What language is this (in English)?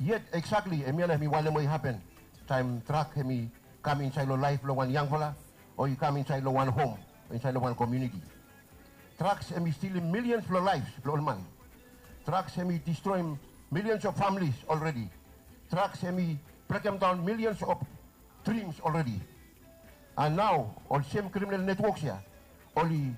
Bislama